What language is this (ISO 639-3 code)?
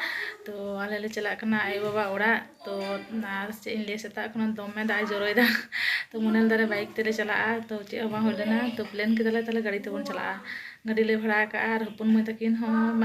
sat